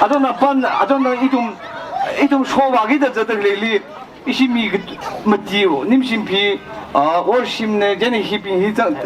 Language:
Tangkhul Naga (India)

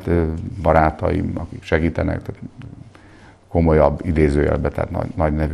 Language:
Hungarian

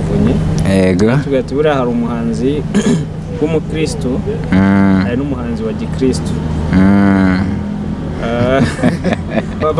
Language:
Kinyarwanda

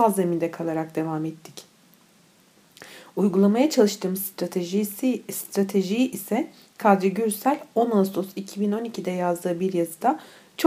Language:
Turkish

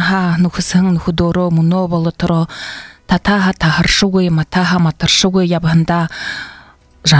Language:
Buriat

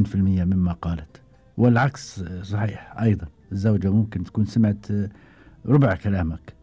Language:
Gulf Arabic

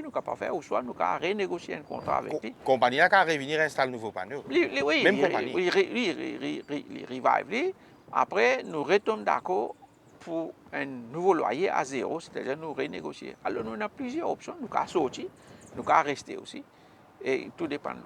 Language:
Morisyen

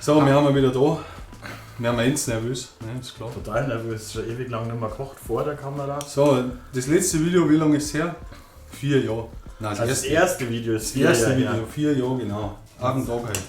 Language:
Bavarian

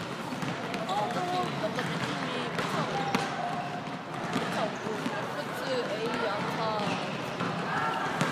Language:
Korean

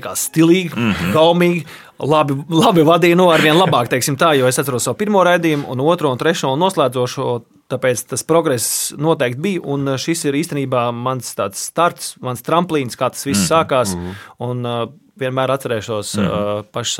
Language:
Latvian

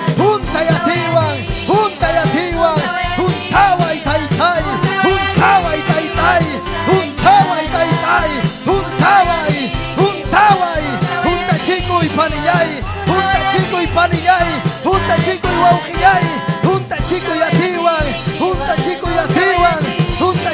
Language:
Ayacucho Quechua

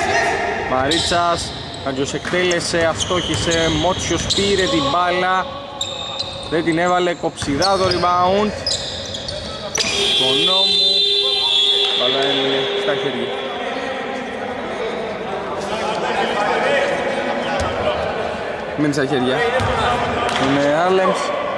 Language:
Greek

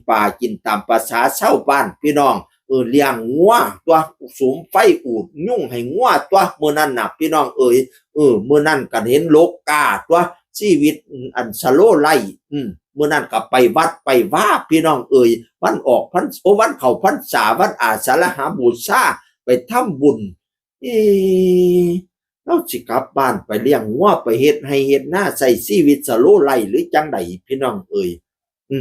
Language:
Northeastern Thai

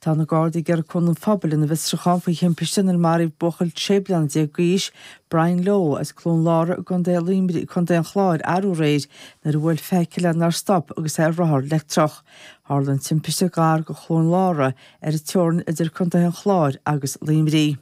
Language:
Irish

